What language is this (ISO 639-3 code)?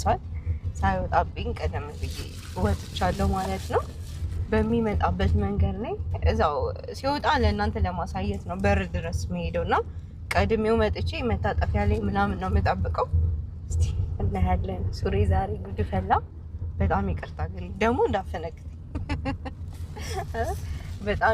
amh